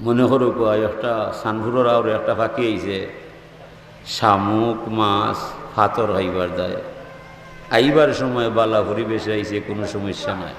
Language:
Sylheti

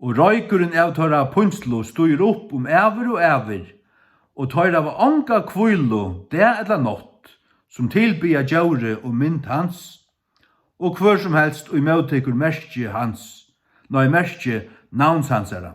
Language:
Faroese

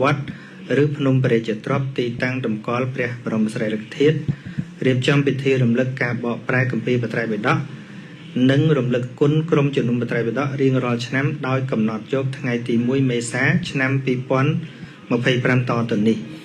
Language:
Khmer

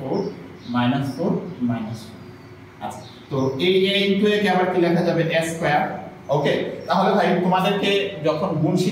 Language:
Bangla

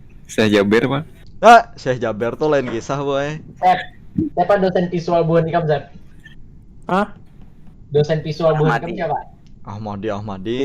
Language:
Banjar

